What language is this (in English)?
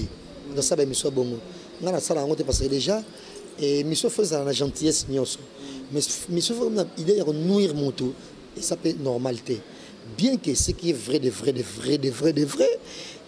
Lingala